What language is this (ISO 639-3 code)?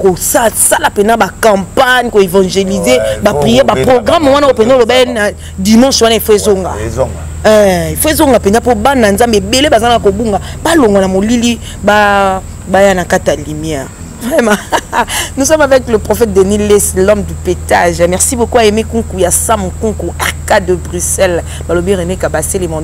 lin